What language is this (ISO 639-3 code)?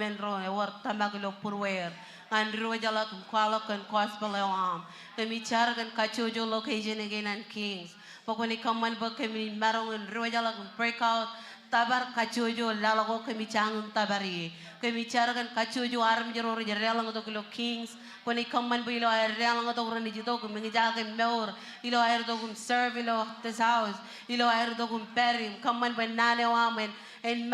mah